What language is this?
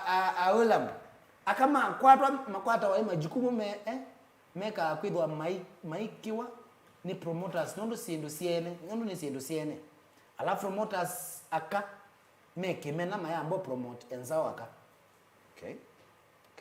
Kamba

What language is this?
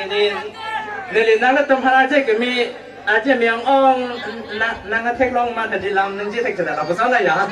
Karbi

